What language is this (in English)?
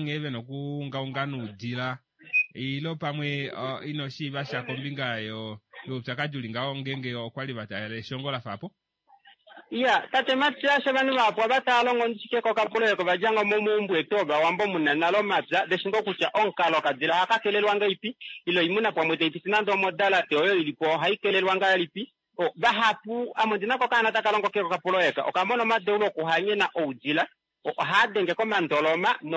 Kuanyama